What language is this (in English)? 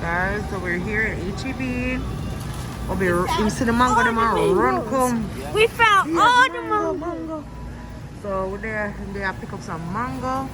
Jamaican Creole English